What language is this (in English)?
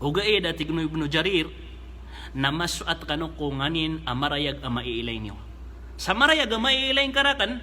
Maranao